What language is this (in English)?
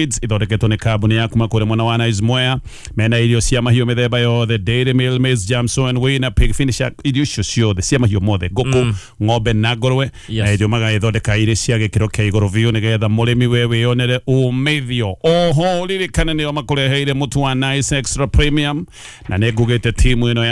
Kikuyu